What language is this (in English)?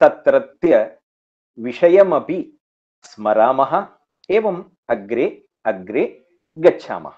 Sanskrit